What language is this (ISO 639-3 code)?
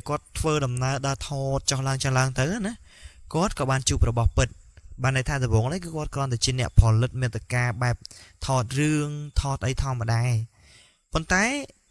khm